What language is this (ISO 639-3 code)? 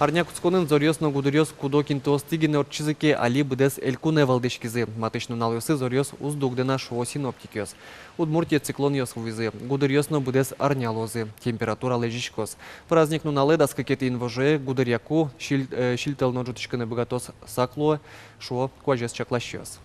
udm